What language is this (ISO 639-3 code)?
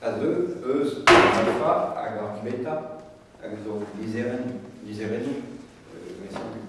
bre